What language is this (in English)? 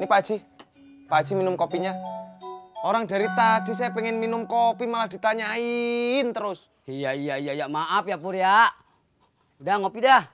Betawi